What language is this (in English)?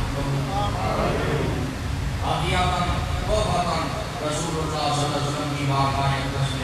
Urdu